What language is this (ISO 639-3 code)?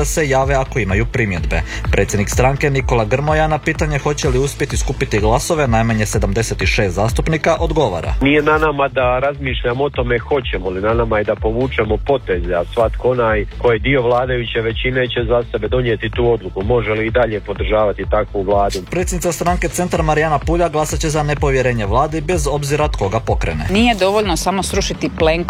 hrv